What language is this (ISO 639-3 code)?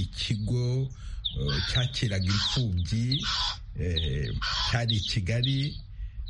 kin